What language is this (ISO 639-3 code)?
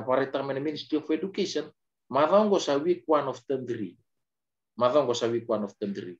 fij